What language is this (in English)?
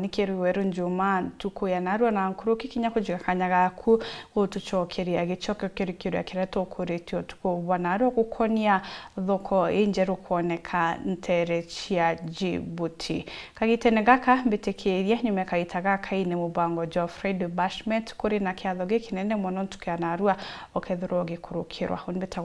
Meru